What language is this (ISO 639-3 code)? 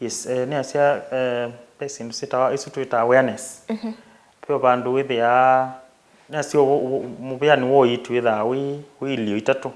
kam